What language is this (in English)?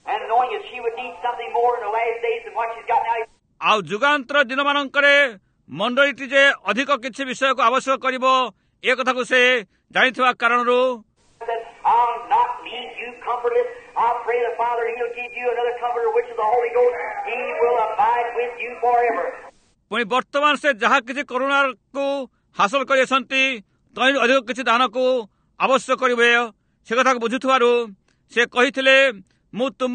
Odia